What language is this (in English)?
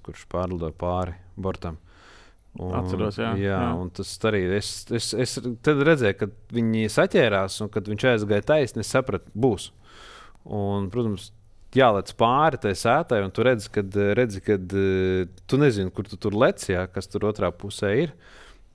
Latvian